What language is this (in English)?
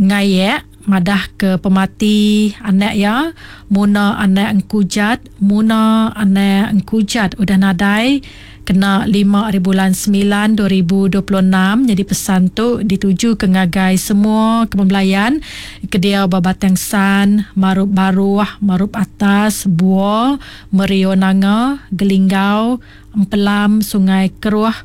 Iban